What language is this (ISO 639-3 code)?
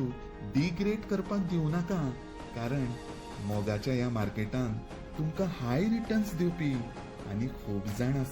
kok